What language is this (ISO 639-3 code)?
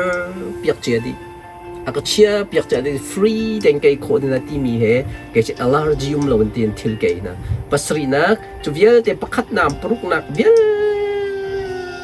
cnh